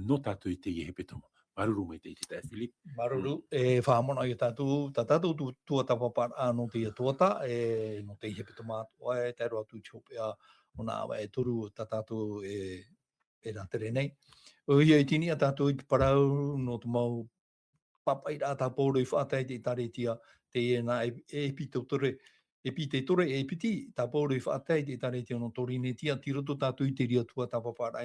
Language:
Tahitian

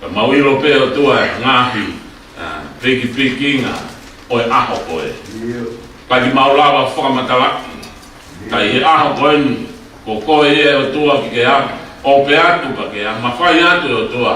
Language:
Tongan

